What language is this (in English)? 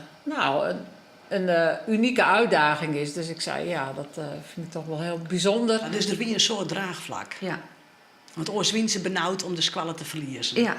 Western Frisian